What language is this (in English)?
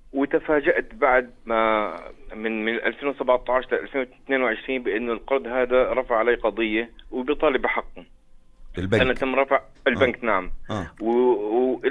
North Levantine Arabic